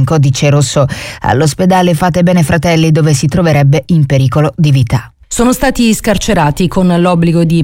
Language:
Italian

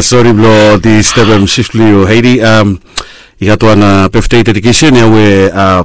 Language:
Bislama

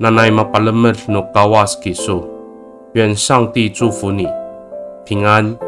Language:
Amis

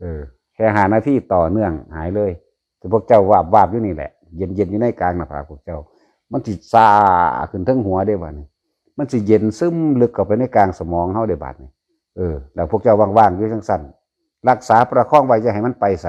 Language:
Northeastern Thai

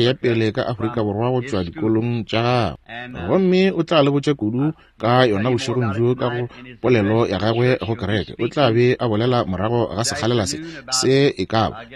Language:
Northern Sotho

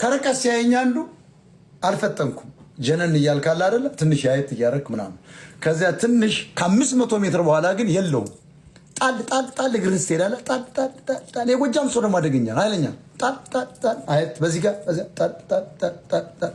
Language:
Amharic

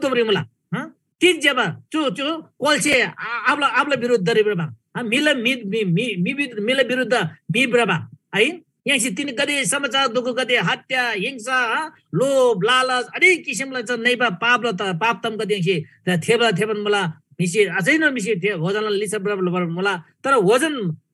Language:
Eastern Tamang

